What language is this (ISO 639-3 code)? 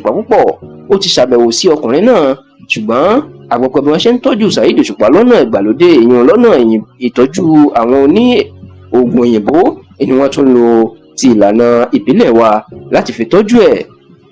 yor